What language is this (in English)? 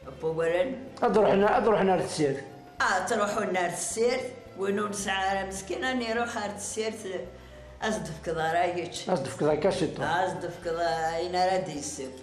Kabyle